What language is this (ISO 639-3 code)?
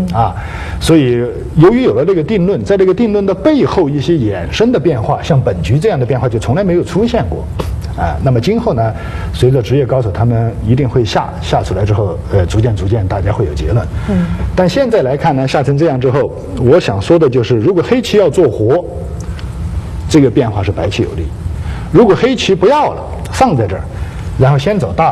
zho